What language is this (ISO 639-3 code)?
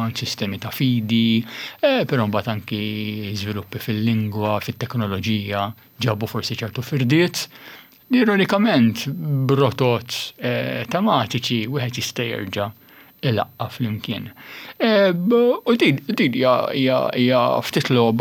mlt